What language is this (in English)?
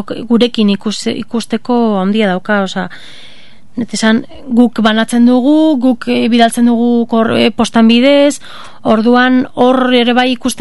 Basque